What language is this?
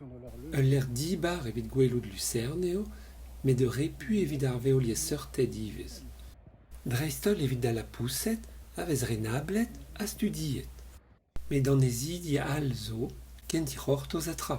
Breton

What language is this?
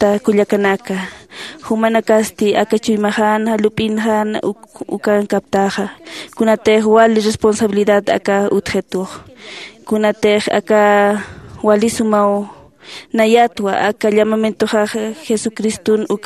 Aymara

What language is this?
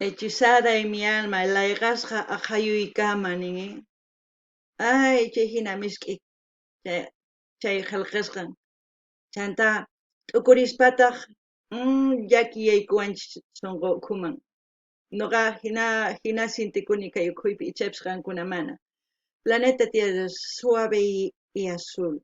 South Bolivian Quechua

